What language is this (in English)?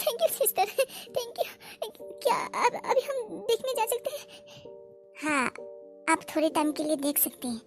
Bodo